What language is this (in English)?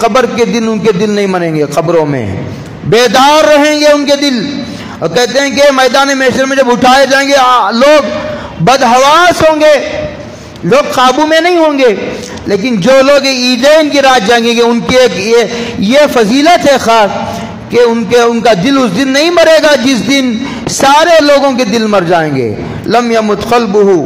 Urdu